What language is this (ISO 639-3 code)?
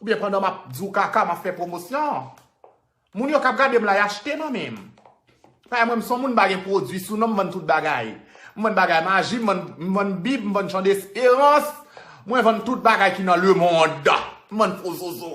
hat